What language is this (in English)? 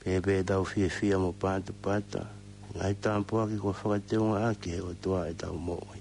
Tongan